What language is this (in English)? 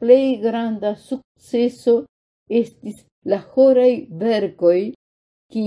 Esperanto